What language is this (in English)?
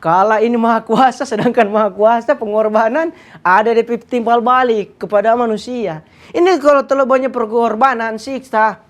Manado Malay